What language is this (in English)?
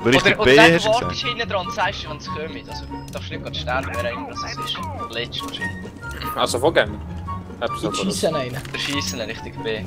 Swiss German